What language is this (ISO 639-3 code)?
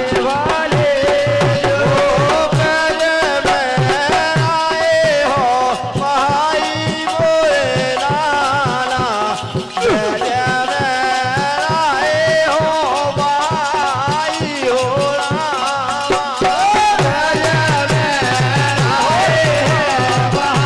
bns